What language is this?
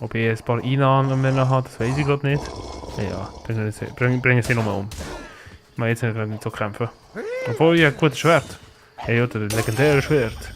Swiss German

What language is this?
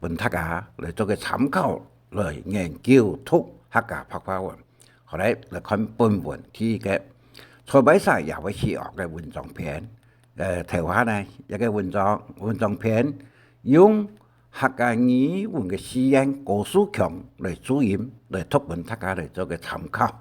Hakka Chinese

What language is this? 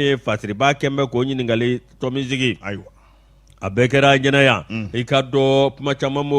Bambara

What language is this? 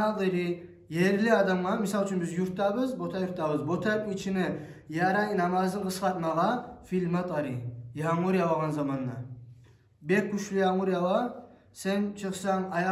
Kumyk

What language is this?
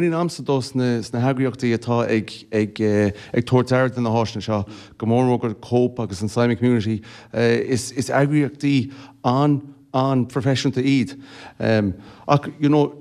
Irish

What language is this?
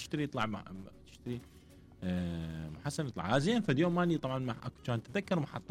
Mesopotamian Arabic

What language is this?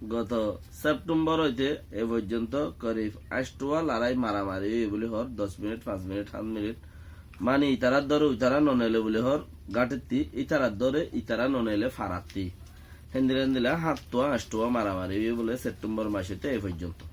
Rohingya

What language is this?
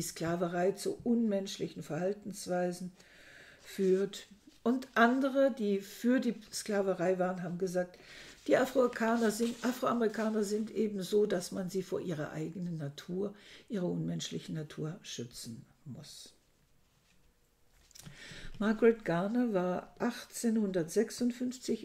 German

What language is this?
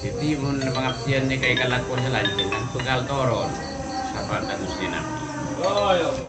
Madurese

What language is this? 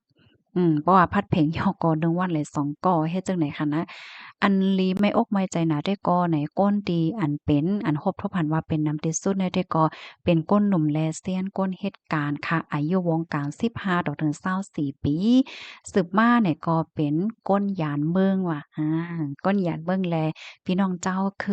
Shan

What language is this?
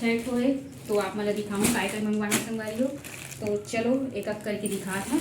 Chhattisgarhi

